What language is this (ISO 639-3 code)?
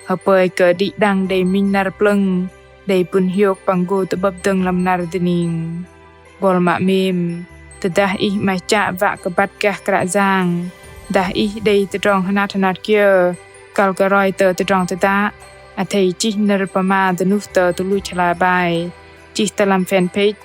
bdq